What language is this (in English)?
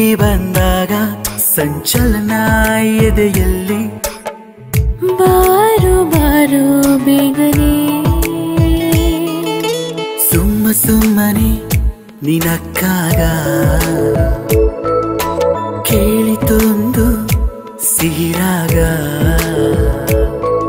Kannada